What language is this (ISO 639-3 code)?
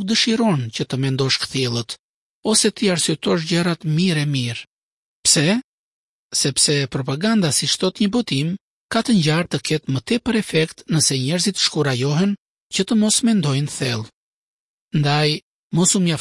sqi